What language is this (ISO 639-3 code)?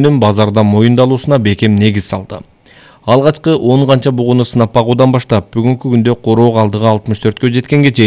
kir